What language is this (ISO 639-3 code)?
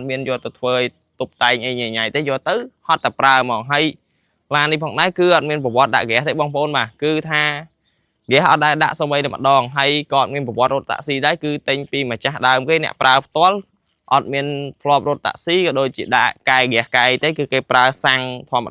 khm